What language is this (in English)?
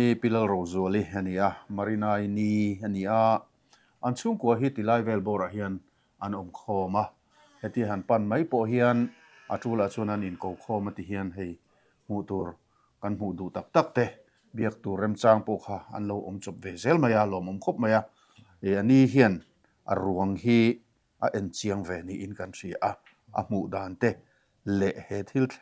Mizo